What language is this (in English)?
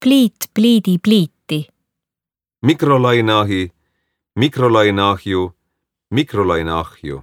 Estonian